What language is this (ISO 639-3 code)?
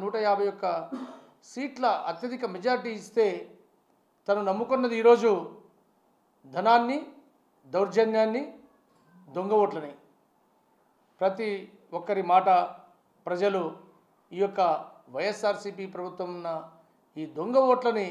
tel